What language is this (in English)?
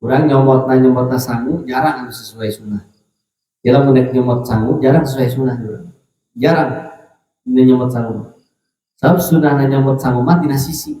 Sundanese